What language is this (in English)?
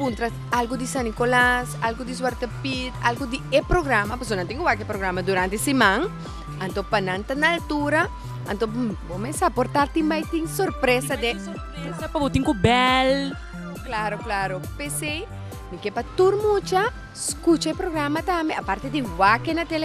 Papiamento